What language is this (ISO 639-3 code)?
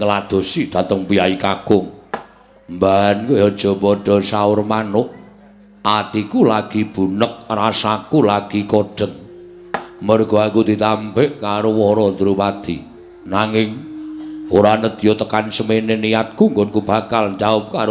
jav